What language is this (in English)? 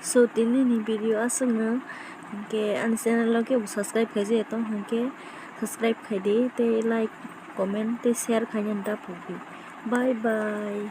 Kok Borok